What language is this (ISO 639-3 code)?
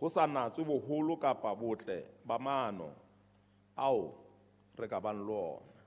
sot